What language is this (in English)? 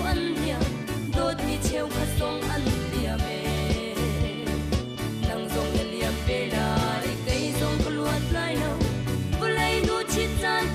Hakha Chin